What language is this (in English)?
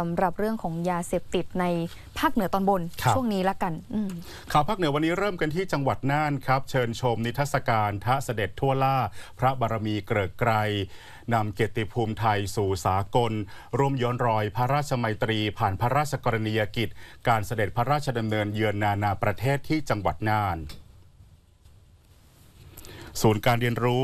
Thai